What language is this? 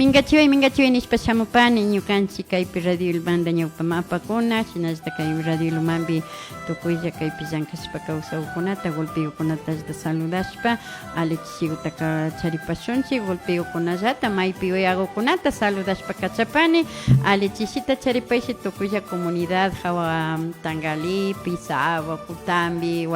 Imbabura Highland Quichua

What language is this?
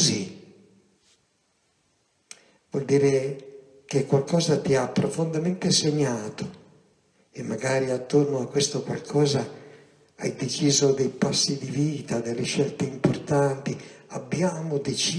Italian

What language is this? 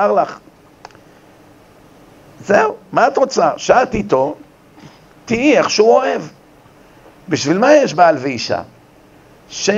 Hebrew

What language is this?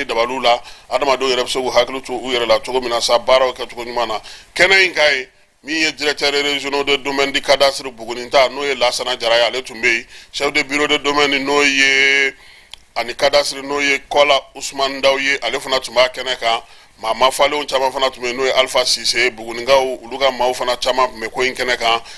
Bambara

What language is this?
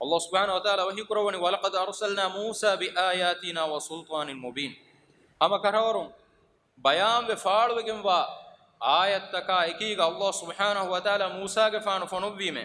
Divehi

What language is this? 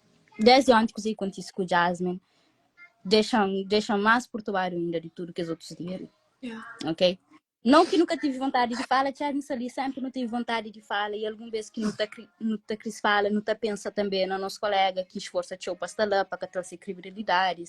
Kabuverdianu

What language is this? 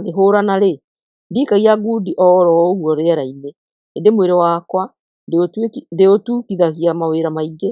Kikuyu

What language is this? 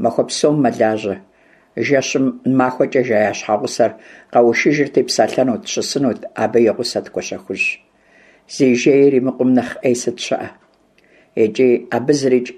Kabardian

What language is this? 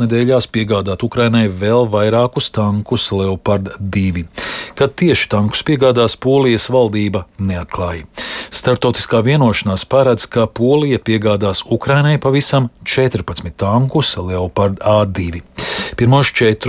Latvian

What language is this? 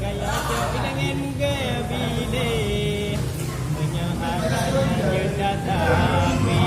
Achinese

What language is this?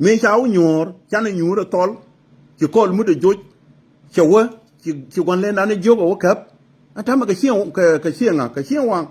Nuer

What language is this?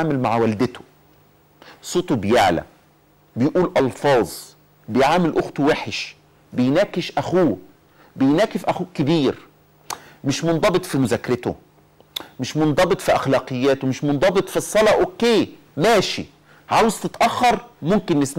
Egyptian Arabic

